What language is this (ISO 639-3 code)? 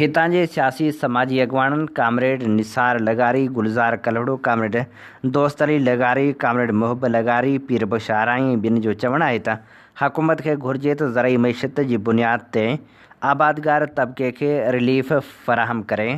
snd